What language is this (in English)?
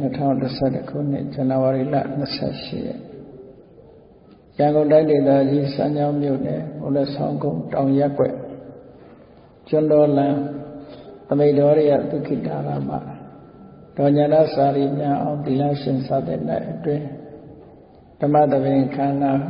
Burmese